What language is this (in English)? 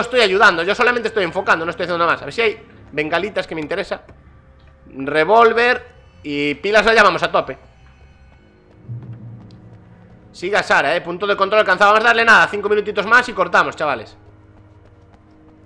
Spanish